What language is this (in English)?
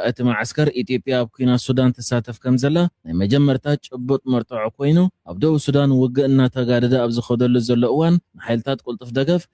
Tigrinya